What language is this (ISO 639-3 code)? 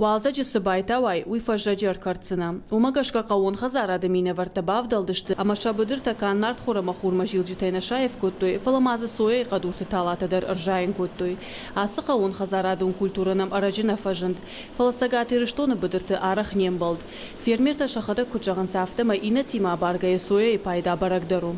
oss